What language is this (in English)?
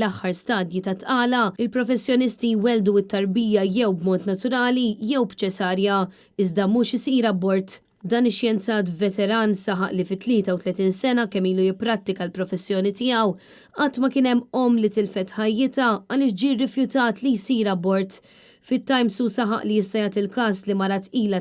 Maltese